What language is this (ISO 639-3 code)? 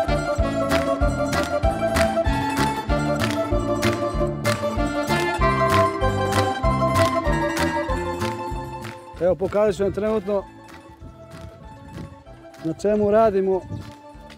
srp